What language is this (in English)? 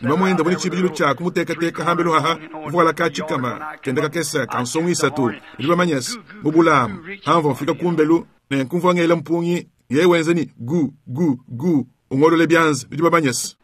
Luba-Lulua